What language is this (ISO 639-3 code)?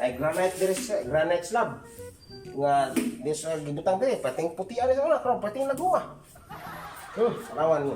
ceb